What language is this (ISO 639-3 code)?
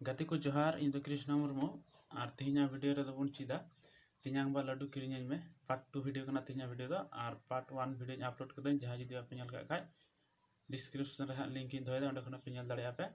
sat